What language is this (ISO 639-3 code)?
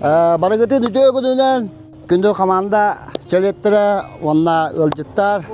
sah